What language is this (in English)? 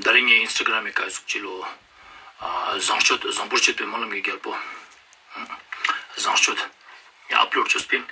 Ladakhi